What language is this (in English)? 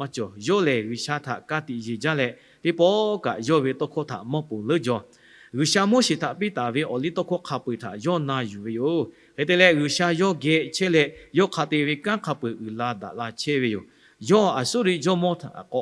Lahu